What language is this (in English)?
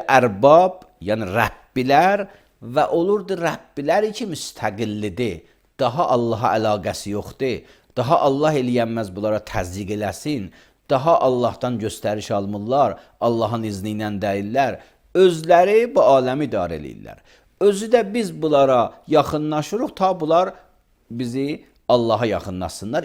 Azerbaijani